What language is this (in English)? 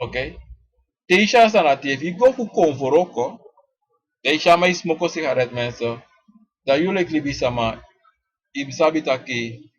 Sranan Tongo